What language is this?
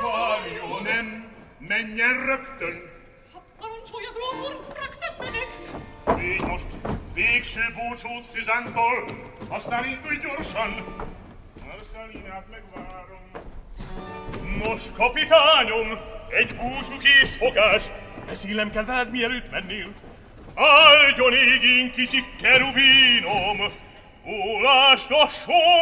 Hungarian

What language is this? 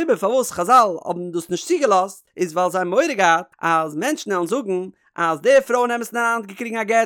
Yiddish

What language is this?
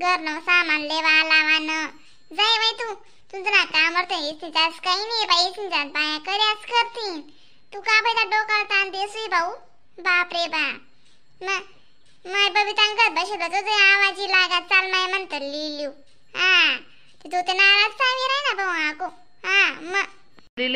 Khandesi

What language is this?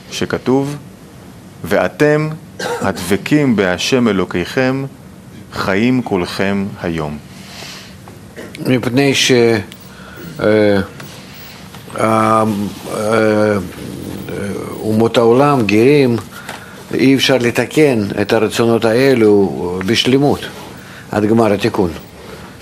Hebrew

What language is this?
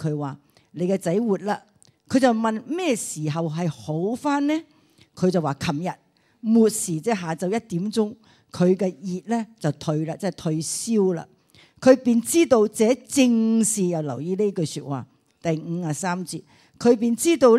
Cantonese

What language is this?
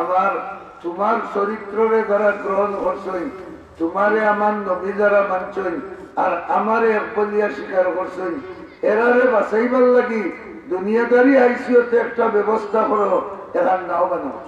Sylheti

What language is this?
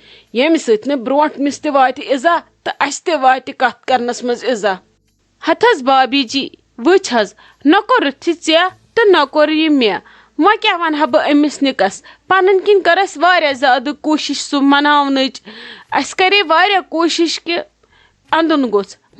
Kashmiri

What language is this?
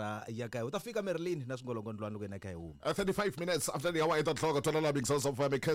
Tsonga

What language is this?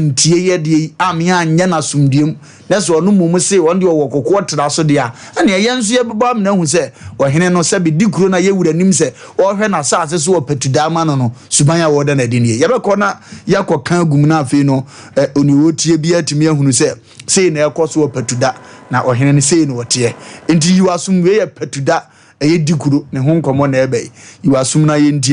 Akan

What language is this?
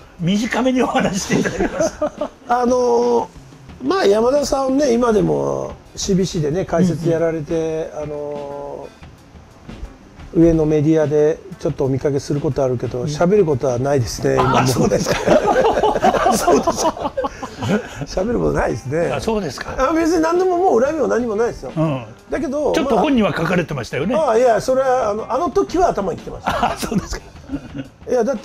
Japanese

